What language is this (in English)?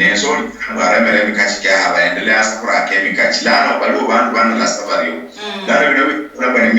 Luyia